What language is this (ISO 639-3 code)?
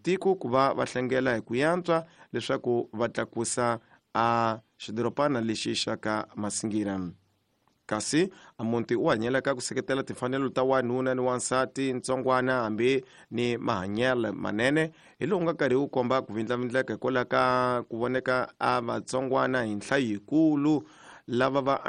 tso